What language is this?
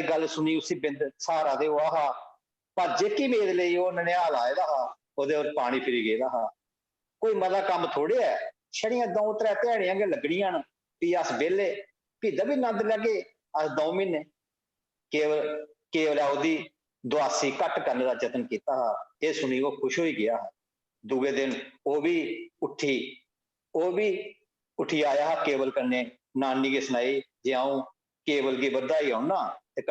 Dogri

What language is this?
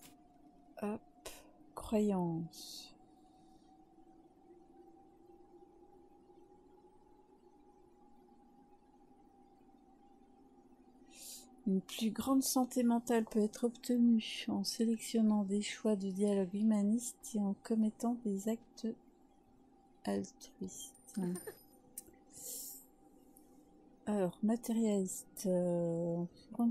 French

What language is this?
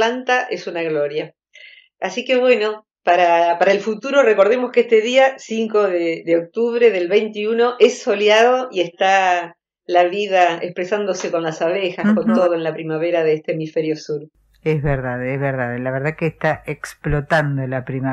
Spanish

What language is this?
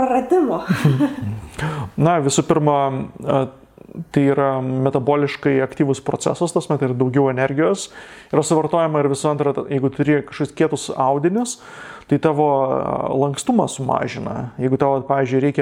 Lithuanian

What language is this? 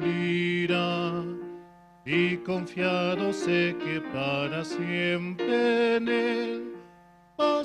South Bolivian Quechua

